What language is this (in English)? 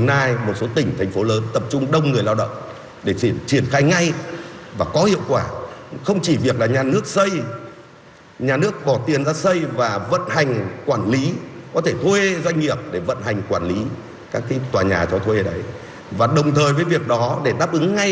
Vietnamese